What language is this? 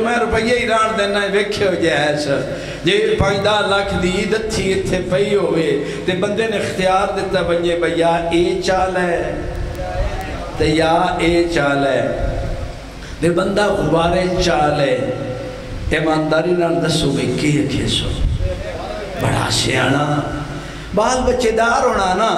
Western Panjabi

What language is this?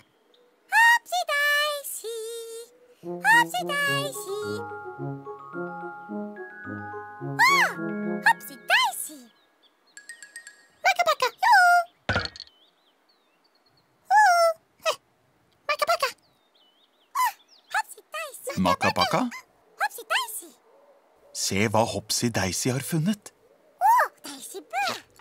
Norwegian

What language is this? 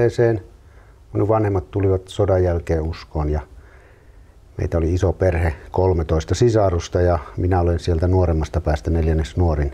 Finnish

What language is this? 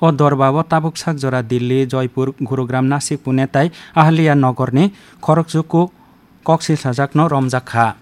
Kok Borok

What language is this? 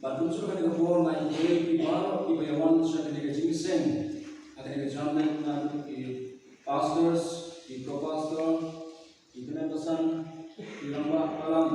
Khasi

